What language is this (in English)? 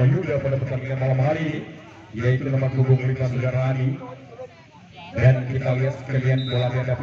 Indonesian